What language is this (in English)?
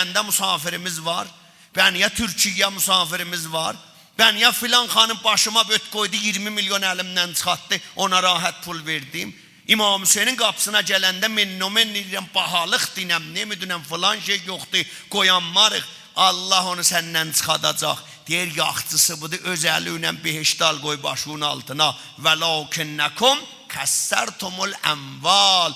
South Azerbaijani